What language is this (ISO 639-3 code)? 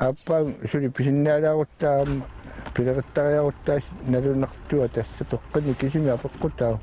kal